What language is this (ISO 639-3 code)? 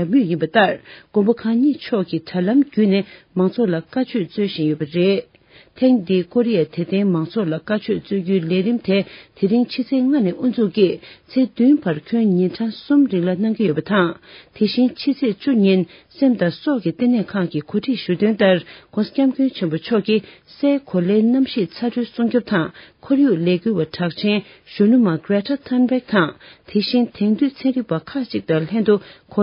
bod